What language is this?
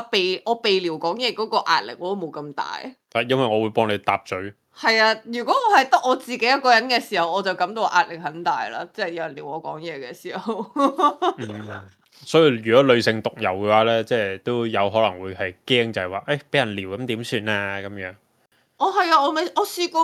Cantonese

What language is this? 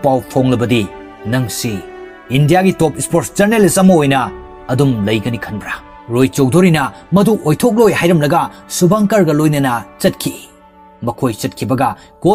Manipuri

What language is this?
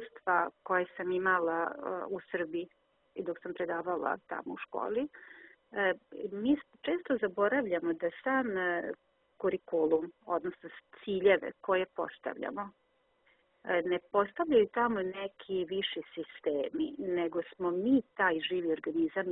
Serbian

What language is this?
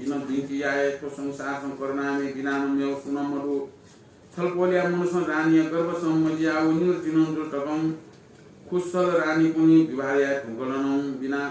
Newari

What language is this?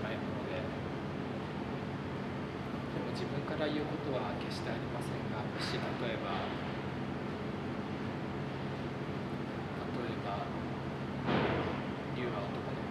Japanese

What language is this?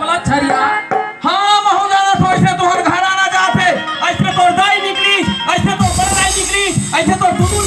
Chhattisgarhi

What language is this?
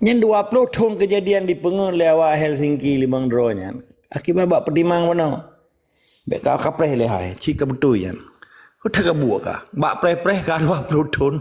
Achinese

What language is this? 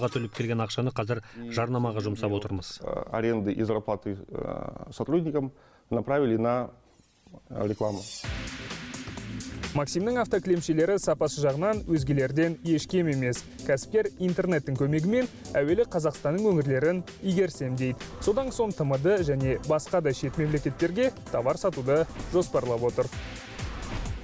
Kazakh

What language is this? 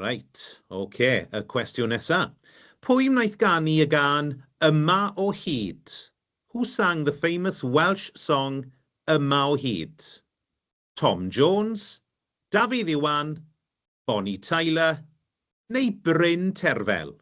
Welsh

